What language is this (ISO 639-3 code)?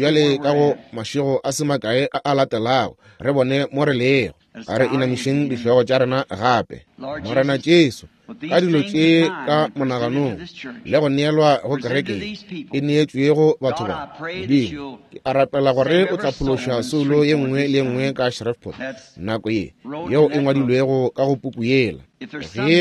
nso